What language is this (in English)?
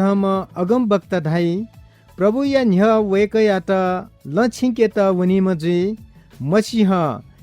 Newari